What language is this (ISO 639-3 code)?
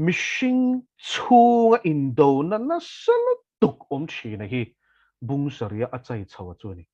lus